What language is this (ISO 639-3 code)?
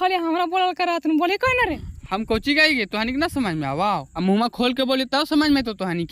mag